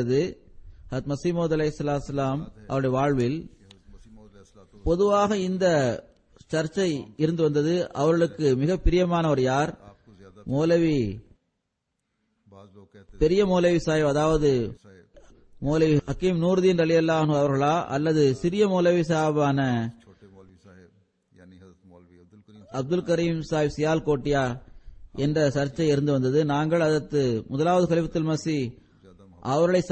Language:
Tamil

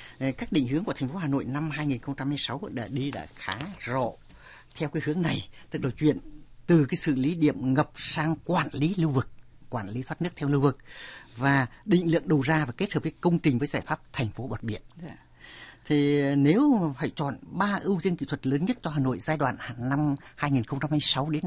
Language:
Vietnamese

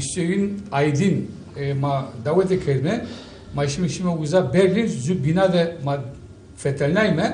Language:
Zaza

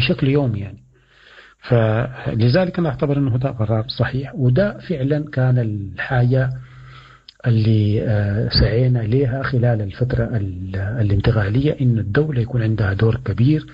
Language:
Sudanese Arabic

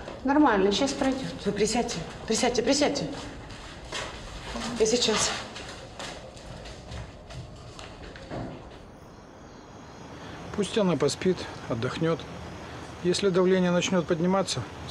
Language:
Russian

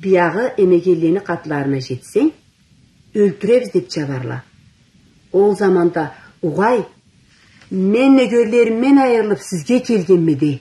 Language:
Karachay-Balkar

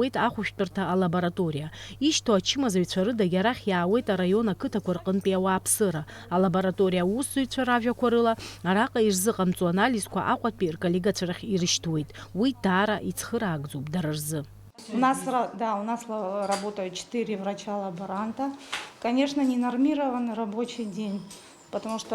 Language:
Abkhazian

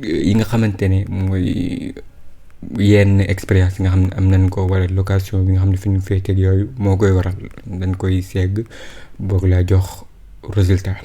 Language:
Wolof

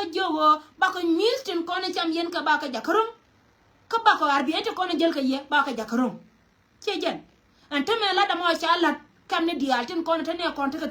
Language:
Nuer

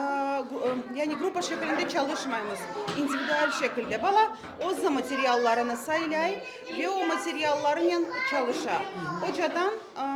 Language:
Crimean Tatar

